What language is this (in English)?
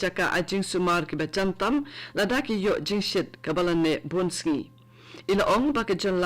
Khasi